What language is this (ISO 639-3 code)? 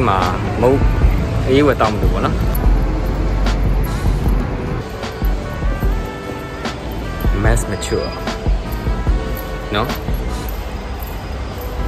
mya